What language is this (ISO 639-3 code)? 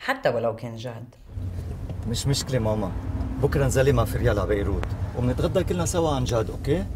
apc